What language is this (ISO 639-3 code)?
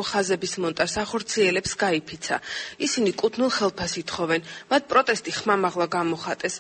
kat